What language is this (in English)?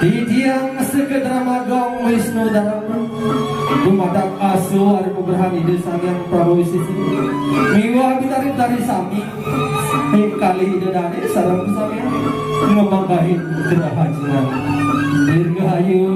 Balinese